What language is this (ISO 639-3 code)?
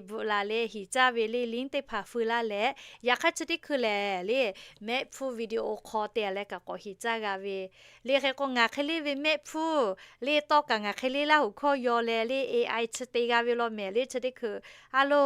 lhu